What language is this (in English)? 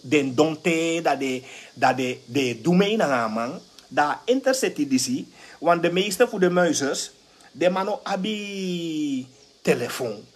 Sranan Tongo